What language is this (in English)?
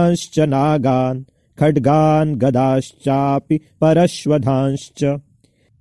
Sanskrit